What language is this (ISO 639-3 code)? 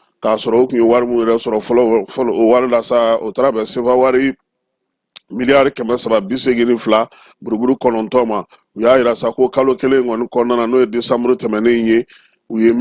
bam